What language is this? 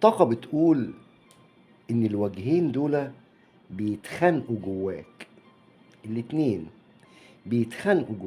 Egyptian Arabic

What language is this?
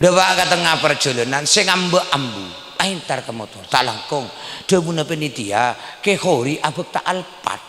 Madurese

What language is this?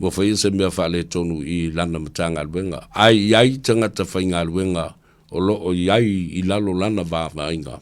Samoan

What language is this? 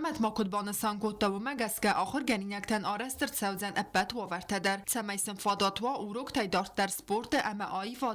Ossetic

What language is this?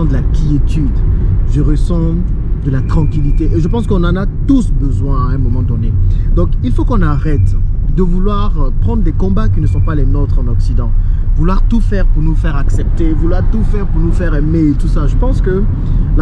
French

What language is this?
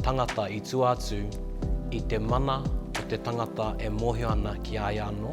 Māori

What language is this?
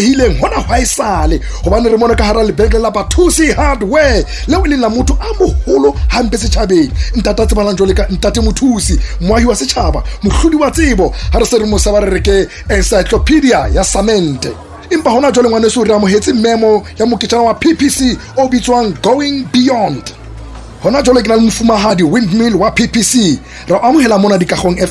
Southern Sotho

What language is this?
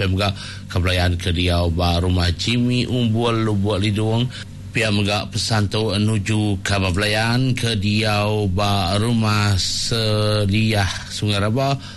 Iban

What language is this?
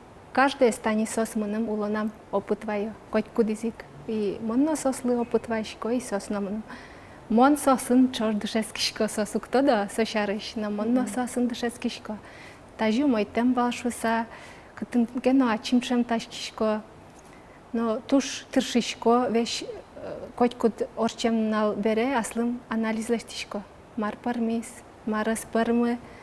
Udmurt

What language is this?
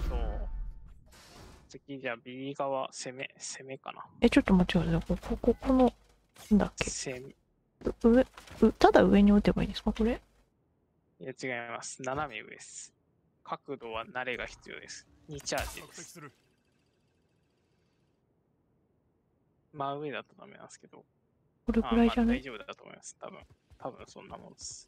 Japanese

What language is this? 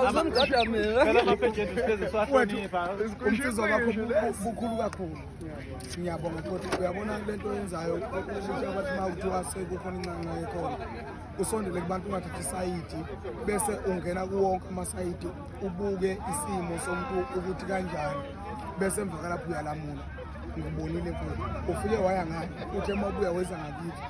Zulu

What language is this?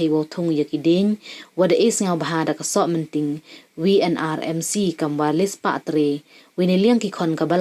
Pnar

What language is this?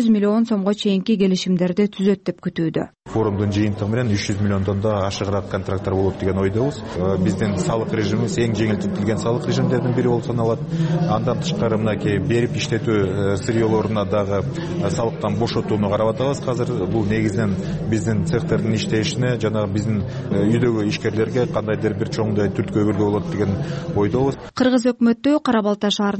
Kyrgyz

